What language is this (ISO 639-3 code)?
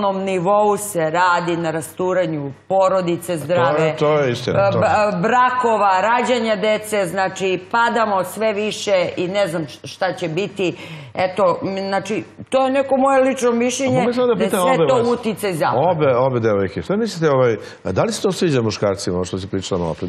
srp